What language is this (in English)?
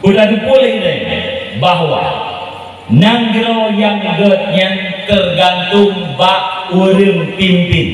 Achinese